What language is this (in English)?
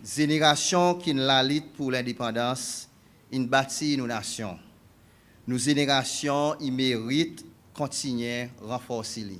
Seselwa Creole French